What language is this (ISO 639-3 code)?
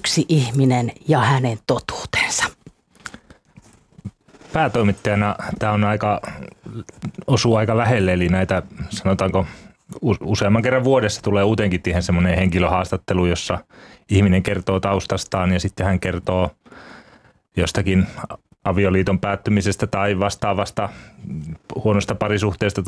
fin